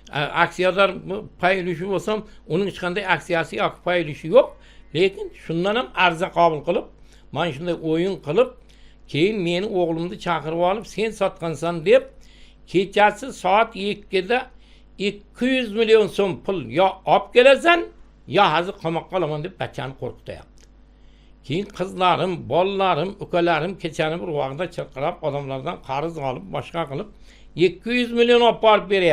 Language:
Uzbek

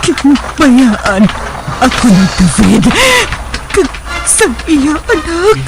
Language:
Hiligaynon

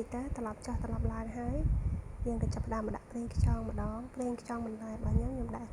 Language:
Khmer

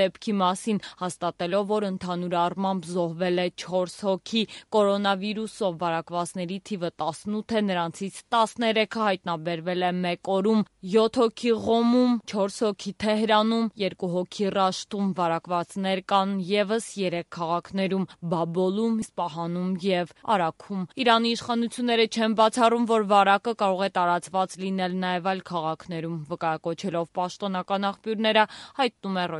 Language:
Armenian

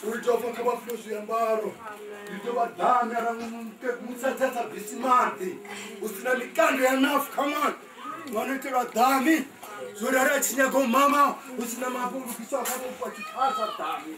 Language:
Venda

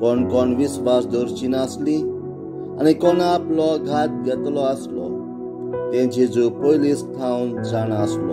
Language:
Konkani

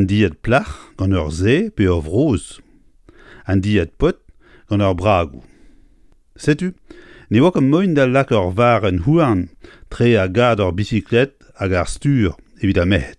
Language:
Breton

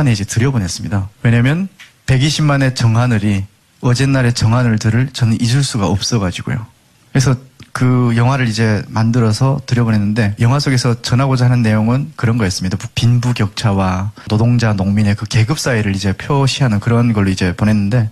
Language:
Korean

